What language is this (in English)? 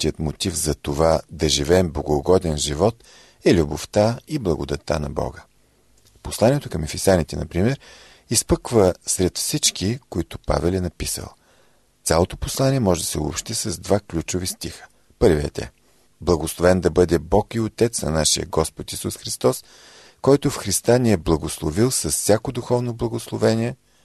Bulgarian